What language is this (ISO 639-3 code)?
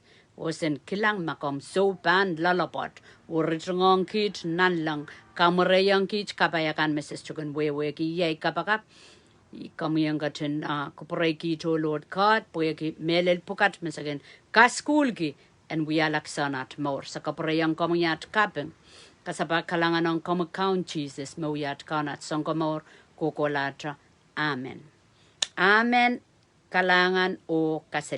pon